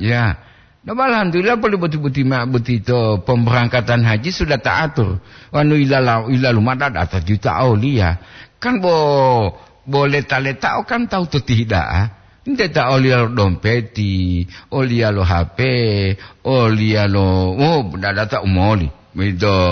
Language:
Gorontalo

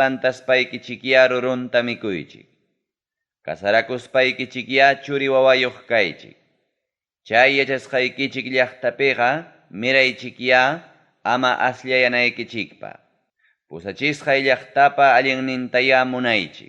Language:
Ayacucho Quechua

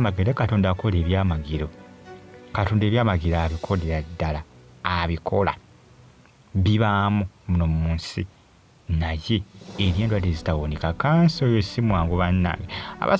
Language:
Ganda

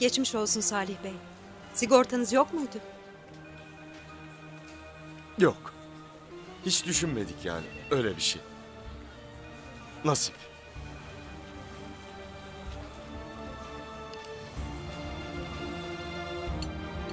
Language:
Turkish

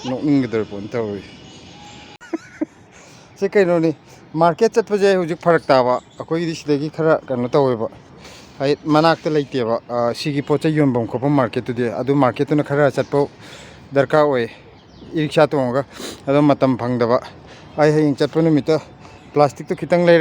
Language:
Manipuri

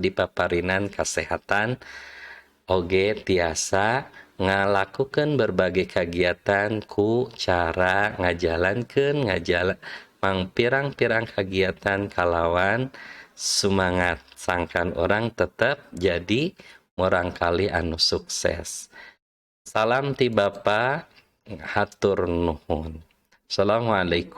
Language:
Sundanese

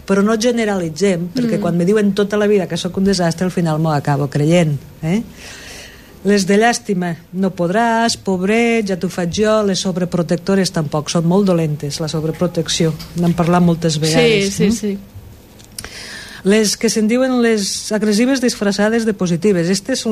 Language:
Catalan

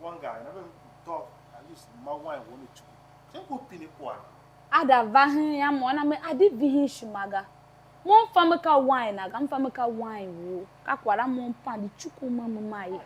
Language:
Tiv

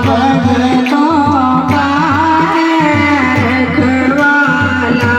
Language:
Dogri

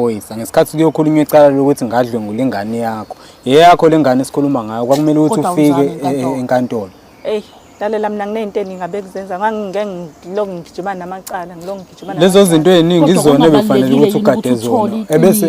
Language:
Zulu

